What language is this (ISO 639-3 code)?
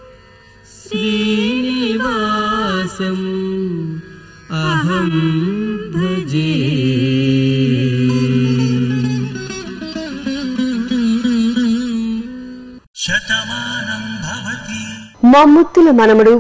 tel